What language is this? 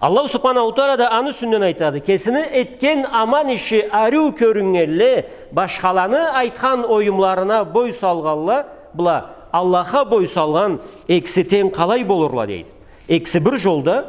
Karachay-Balkar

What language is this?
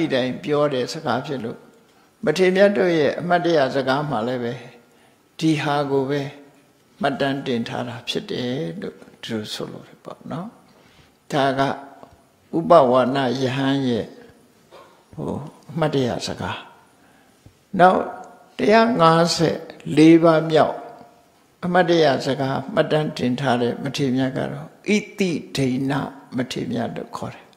Burmese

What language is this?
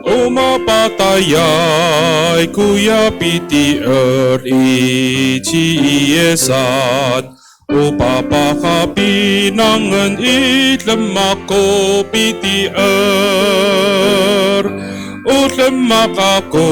Amis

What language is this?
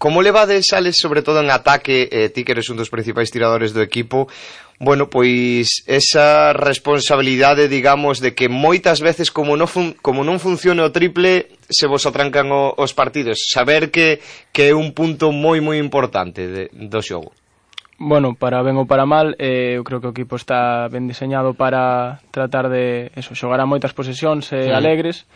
Galician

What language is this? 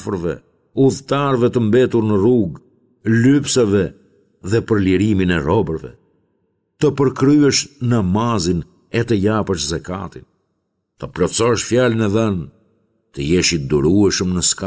Albanian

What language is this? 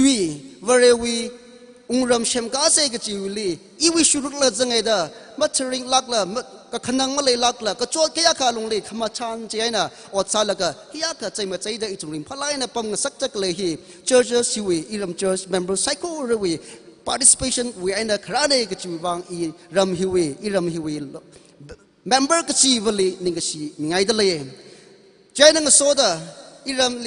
Tangkhul Naga (India)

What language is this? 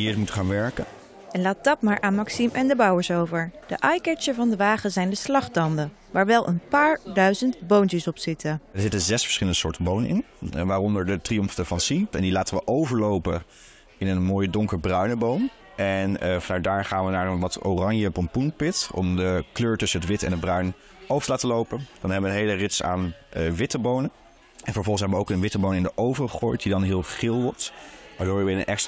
Dutch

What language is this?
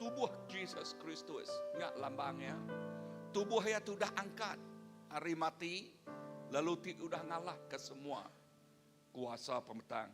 Iban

